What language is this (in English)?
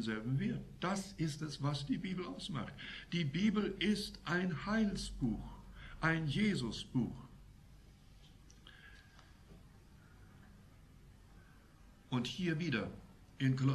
German